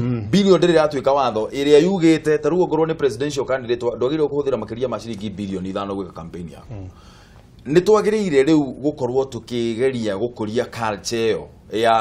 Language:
Kikuyu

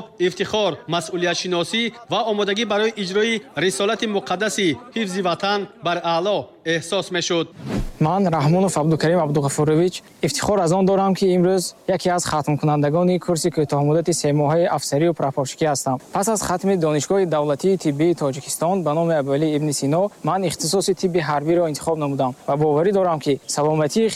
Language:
Tajik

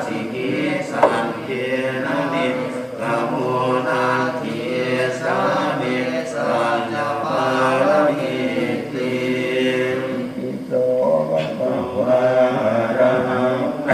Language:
Pali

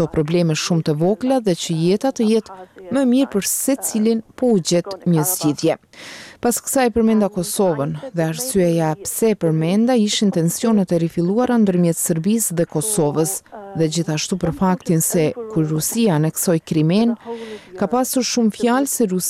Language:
Albanian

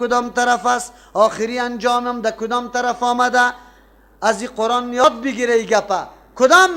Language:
Persian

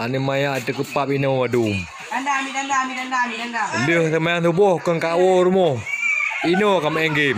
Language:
Achinese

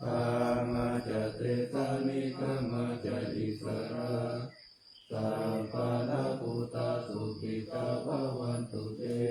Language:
Pali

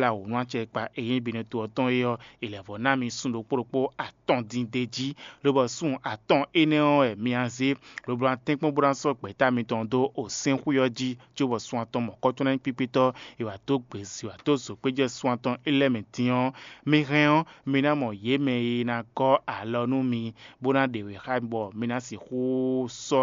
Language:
Fon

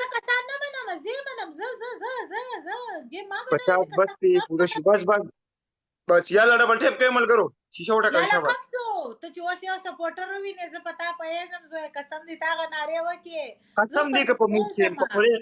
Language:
Pashto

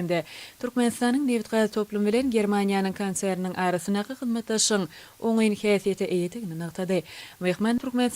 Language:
Turkmen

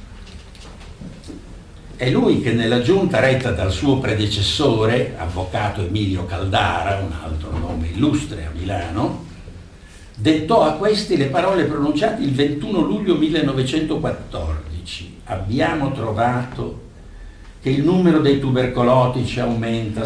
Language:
Italian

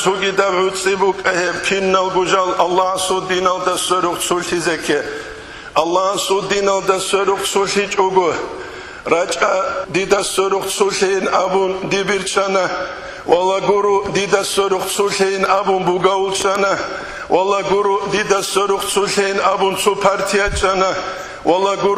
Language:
Avaric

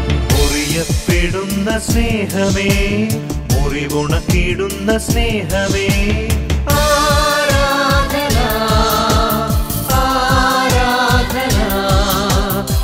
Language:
Malayalam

